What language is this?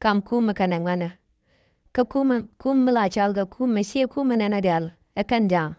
Nuer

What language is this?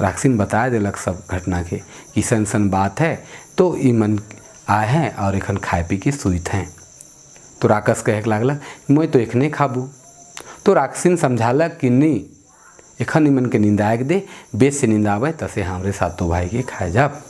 Sadri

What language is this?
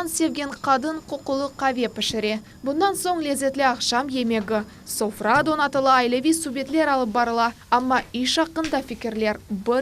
Crimean Tatar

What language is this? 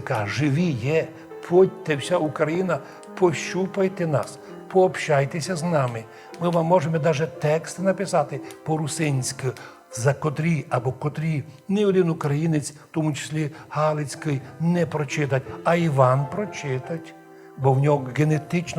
Rusyn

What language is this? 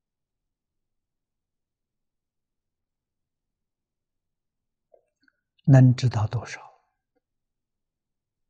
Chinese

